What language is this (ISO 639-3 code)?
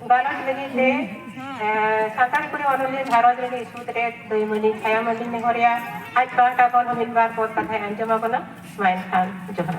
sat